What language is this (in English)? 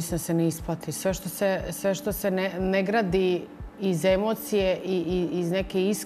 Croatian